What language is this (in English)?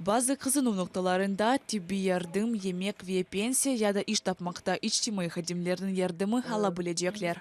Crimean Tatar